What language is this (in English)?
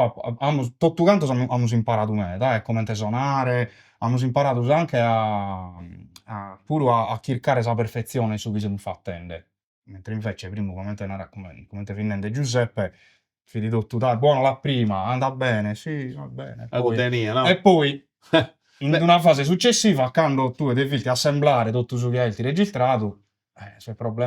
Sardinian